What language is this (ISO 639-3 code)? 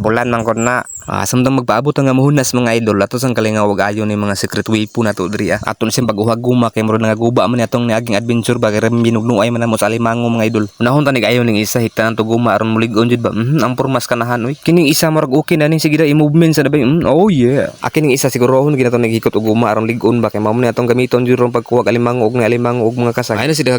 ceb